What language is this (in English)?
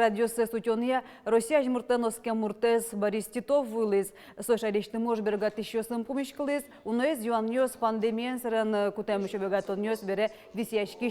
Udmurt